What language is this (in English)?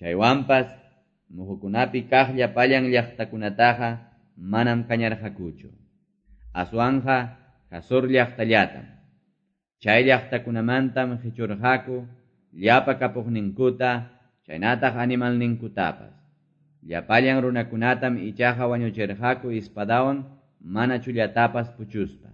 Quechua